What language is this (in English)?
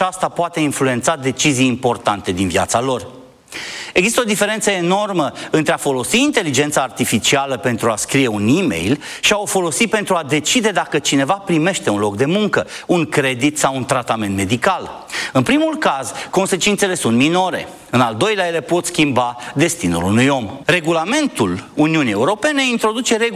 Romanian